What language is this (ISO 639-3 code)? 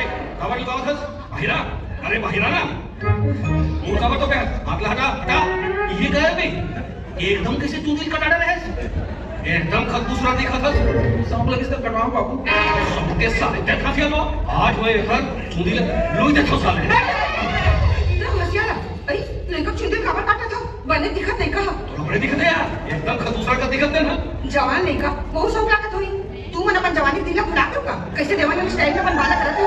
hne